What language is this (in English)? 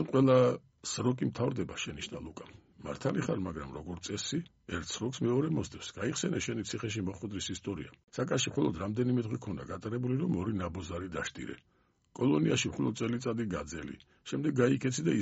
Georgian